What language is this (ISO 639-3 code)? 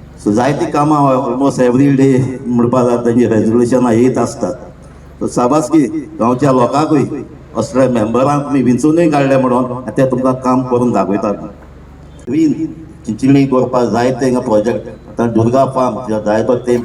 kok